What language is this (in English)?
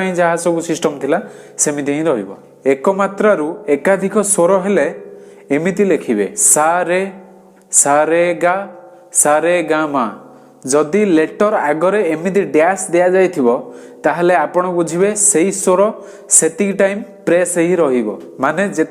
Odia